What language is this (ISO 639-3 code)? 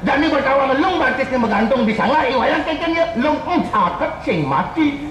ban